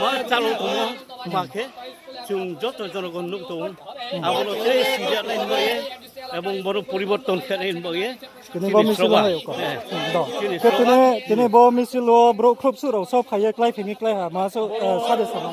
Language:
Riang (India)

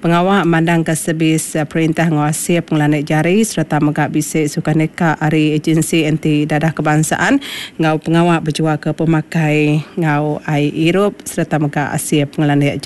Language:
Iban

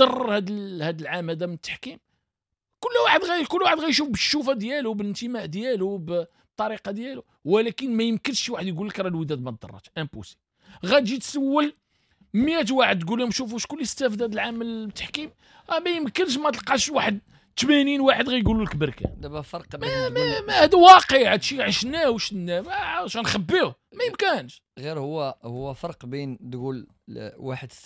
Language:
Moroccan Arabic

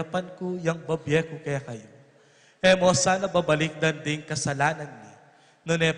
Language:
Pampanga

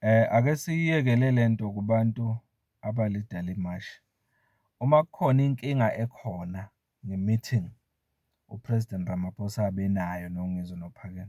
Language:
Zulu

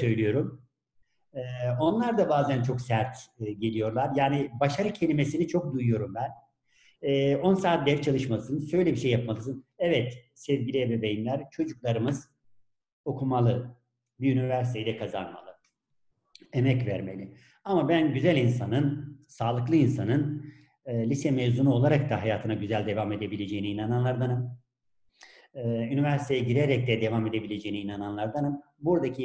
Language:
Turkish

